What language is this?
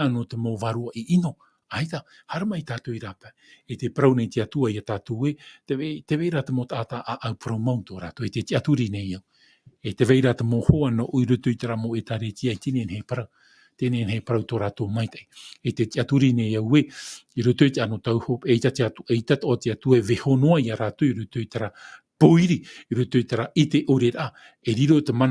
Tahitian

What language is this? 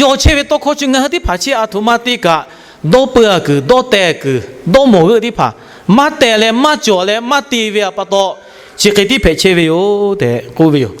Lahu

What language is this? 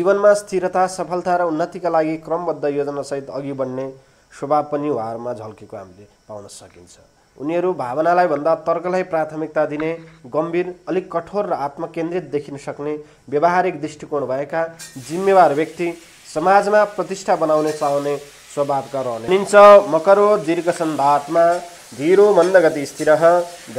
Nepali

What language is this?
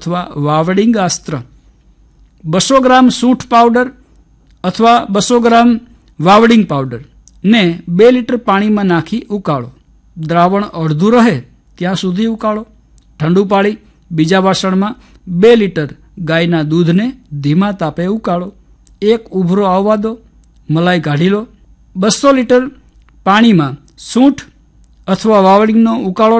Gujarati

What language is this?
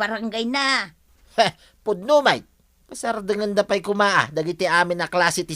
Iloko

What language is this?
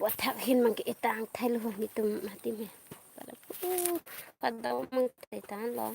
Karbi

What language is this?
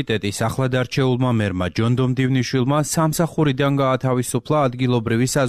Georgian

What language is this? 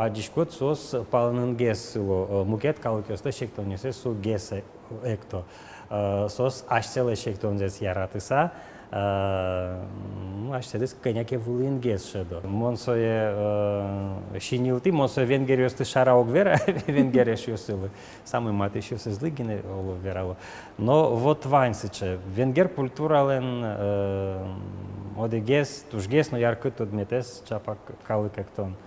Udmurt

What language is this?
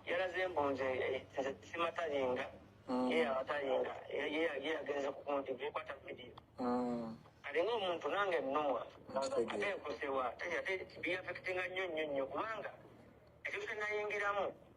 Ganda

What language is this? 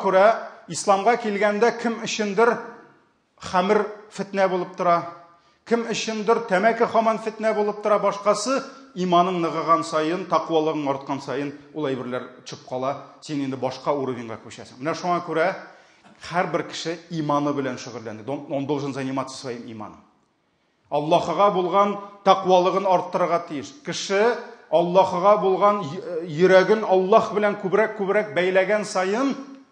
Tatar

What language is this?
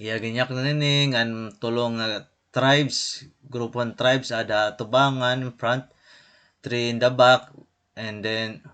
Waray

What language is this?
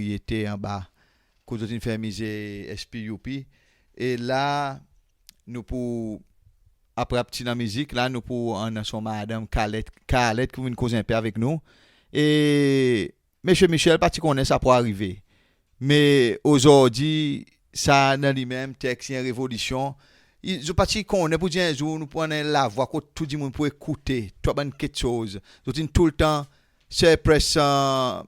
Seselwa Creole French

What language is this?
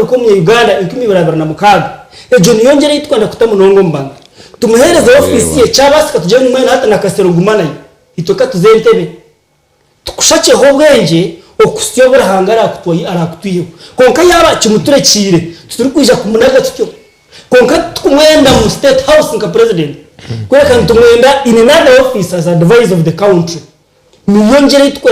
Nyankole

